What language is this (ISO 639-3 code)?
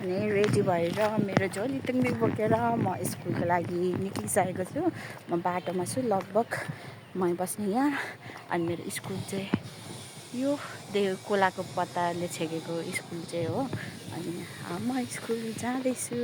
nep